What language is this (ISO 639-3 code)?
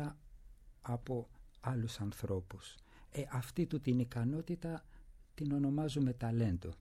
ell